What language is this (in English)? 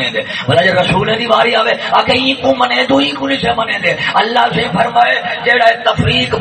Saraiki